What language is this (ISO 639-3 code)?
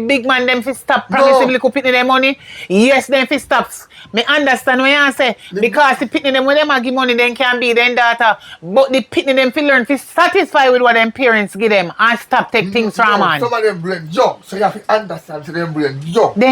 jam